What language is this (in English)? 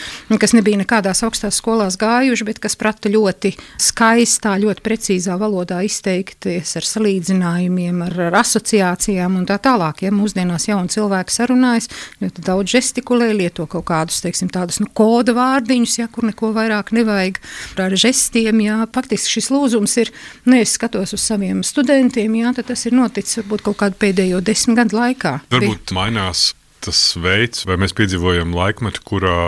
Latvian